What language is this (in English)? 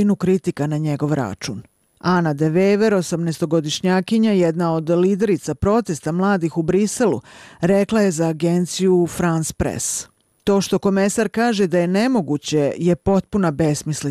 Bosnian